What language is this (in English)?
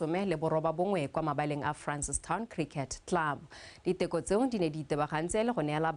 Tswana